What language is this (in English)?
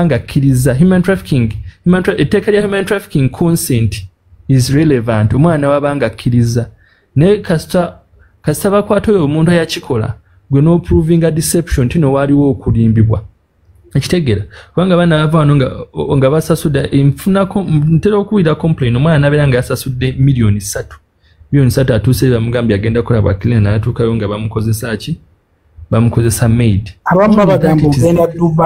Ganda